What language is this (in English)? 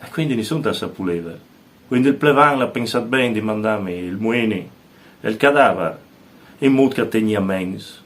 Friulian